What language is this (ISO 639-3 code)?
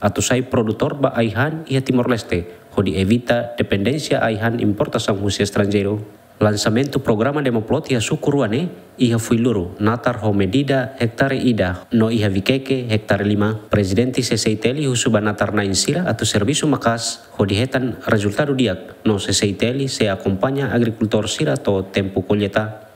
tet